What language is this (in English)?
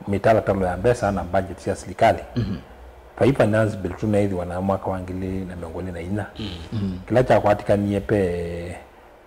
Kamba